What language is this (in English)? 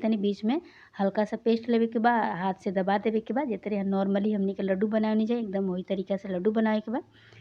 Bhojpuri